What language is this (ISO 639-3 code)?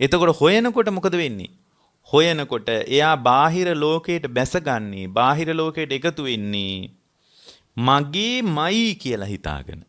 sin